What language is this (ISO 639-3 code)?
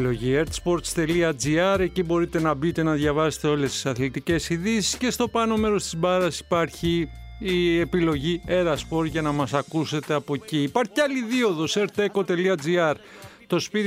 ell